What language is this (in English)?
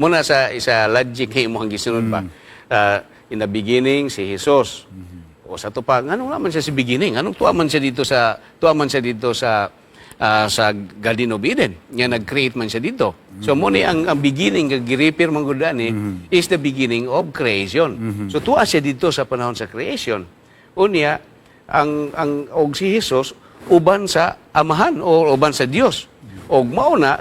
Cebuano